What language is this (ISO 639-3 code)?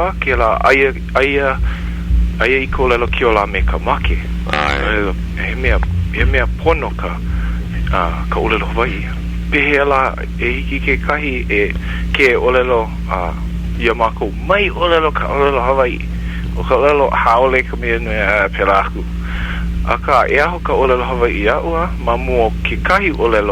haw